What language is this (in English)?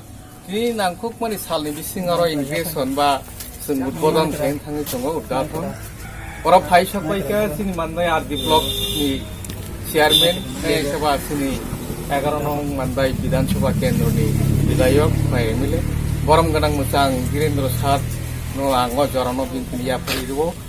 Kok Borok